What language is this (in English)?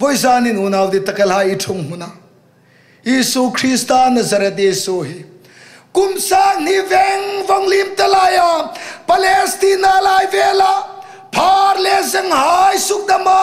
Hmar